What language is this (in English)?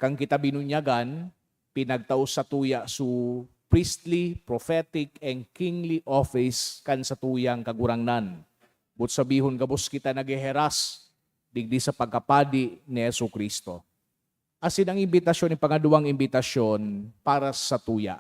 Bikol